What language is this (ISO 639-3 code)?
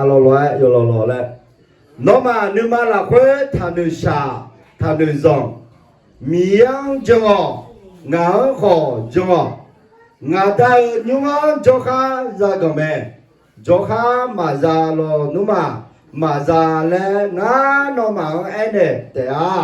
ahk